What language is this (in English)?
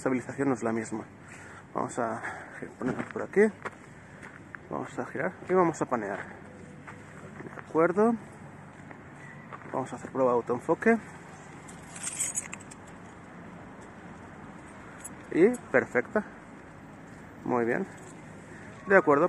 Spanish